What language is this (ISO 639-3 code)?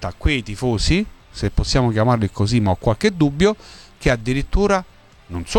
ita